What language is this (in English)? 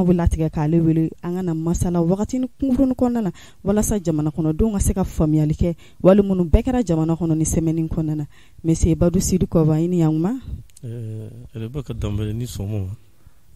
Bambara